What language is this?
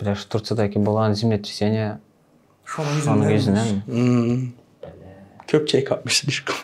Turkmen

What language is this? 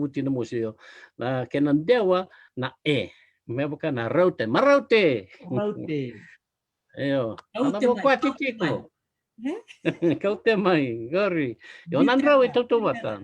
Fijian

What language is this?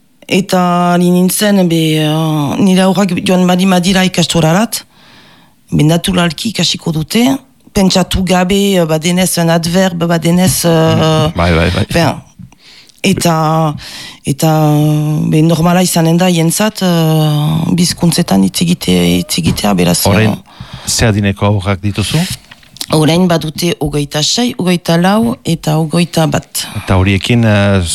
Basque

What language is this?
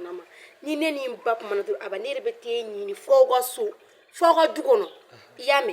Bambara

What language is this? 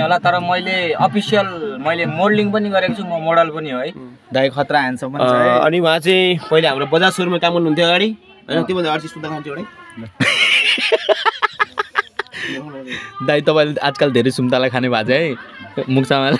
Nepali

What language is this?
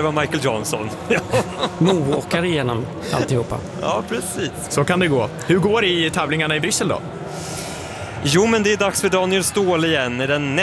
Swedish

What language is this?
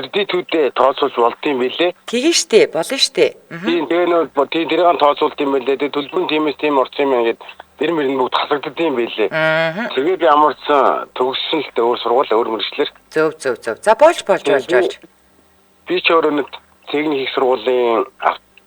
Mongolian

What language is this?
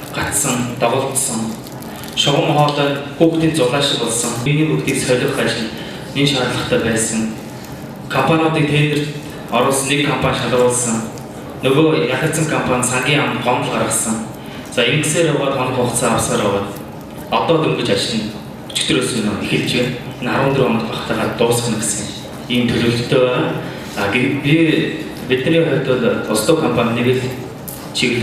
Mongolian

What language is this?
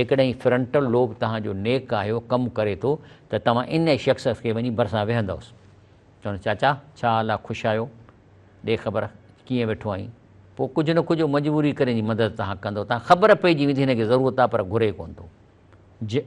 Sindhi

